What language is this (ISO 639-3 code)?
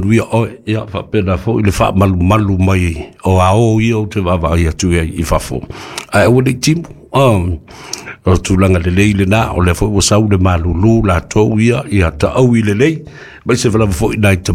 smo